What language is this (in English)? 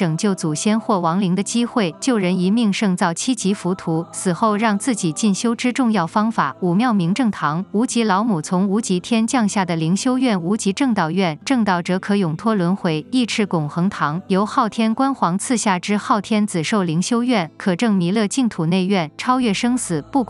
Chinese